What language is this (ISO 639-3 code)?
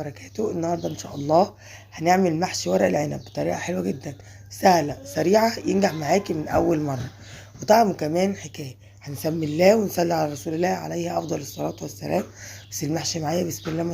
arz